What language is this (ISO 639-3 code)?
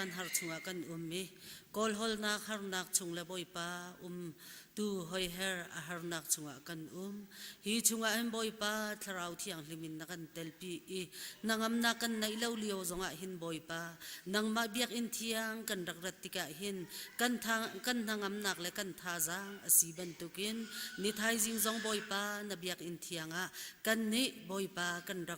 cnh